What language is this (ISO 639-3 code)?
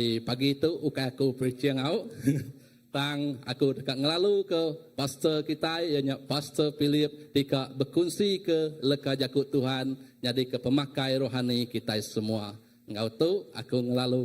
iba